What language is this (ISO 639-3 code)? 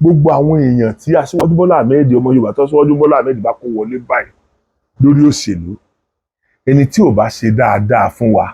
yor